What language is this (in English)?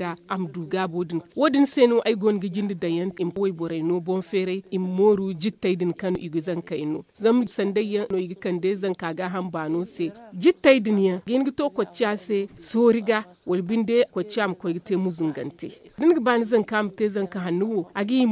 Zarma